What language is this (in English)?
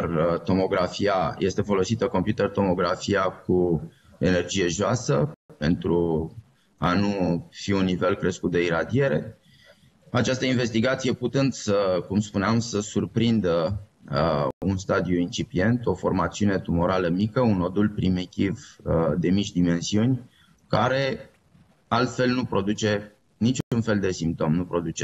Romanian